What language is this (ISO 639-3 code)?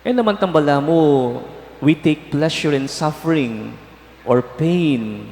pam